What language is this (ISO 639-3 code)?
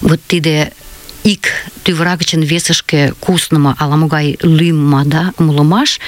chm